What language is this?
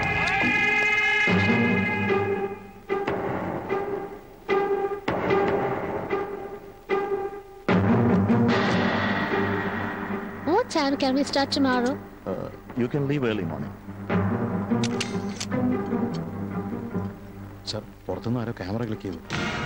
Malayalam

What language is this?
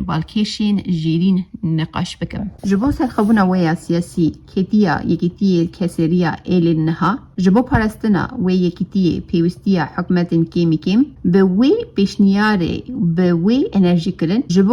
Kurdish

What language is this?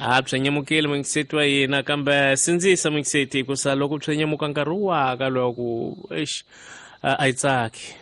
Tsonga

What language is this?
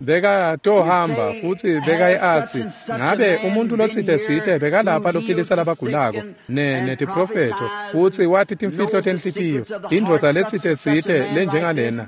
Swati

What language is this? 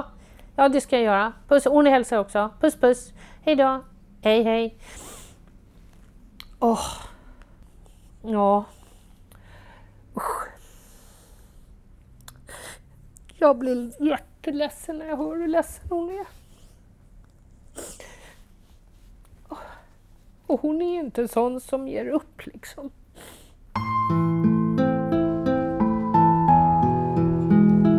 Swedish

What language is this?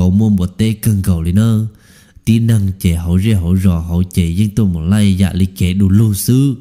Hmong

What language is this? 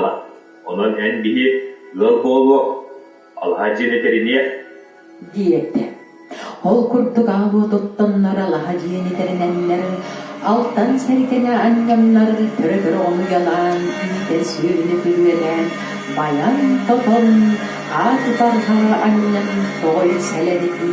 Yakut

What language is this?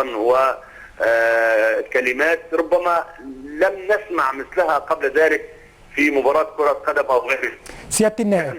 Egyptian Arabic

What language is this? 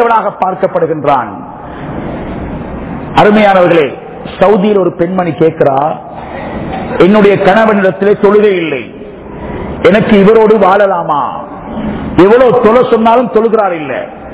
Tamil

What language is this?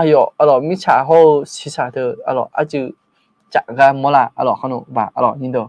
Akha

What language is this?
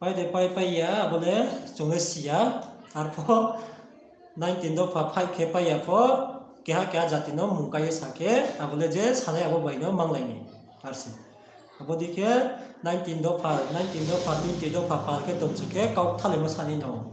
Riang (India)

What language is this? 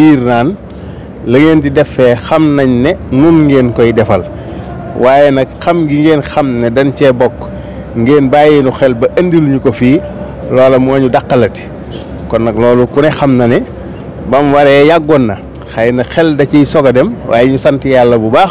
Wolof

